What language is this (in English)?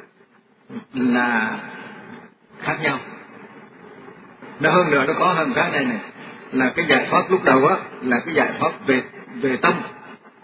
Vietnamese